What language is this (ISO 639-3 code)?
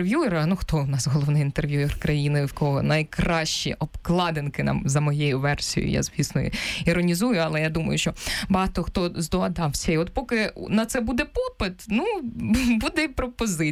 ukr